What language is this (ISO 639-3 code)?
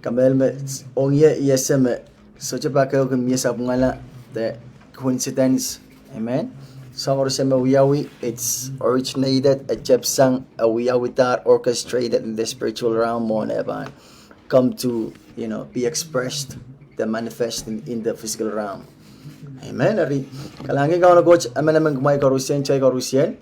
pon